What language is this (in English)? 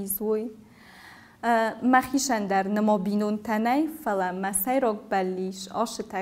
Ossetic